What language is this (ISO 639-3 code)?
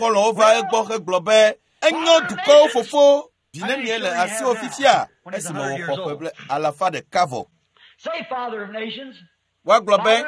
ewe